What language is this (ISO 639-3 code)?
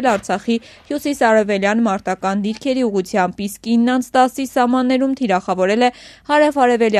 hye